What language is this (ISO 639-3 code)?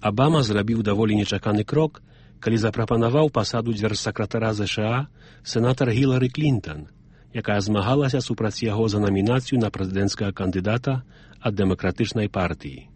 bel